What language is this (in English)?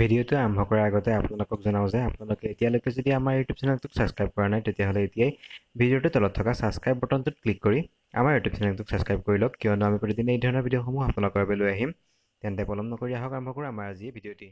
Assamese